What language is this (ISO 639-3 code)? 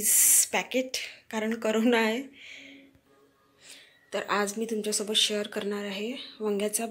mar